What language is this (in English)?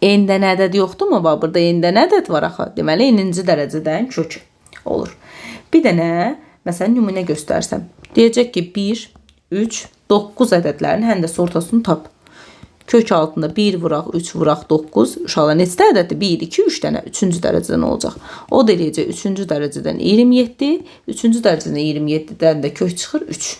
Azerbaijani